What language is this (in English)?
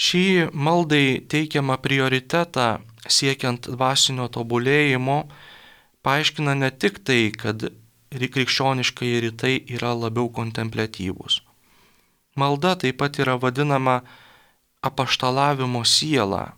Lithuanian